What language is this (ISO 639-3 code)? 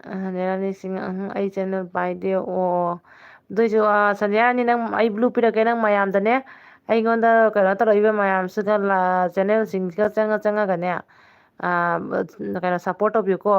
mni